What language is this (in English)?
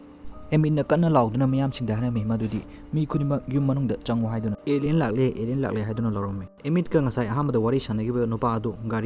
Manipuri